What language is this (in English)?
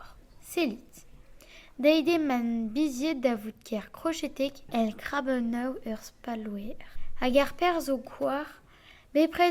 Breton